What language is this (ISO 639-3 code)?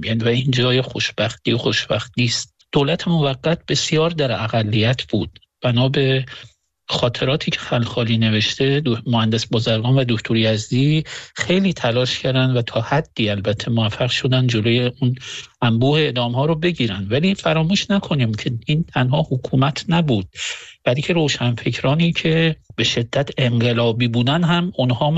fas